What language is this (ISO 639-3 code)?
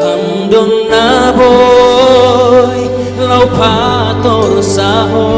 bts